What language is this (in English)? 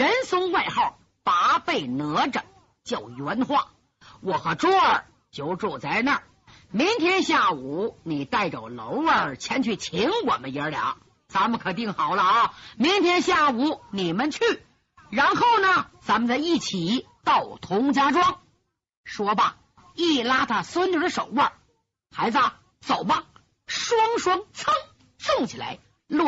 Chinese